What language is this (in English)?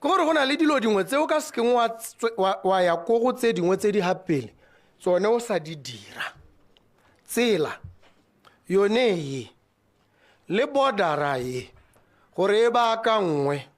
Tswana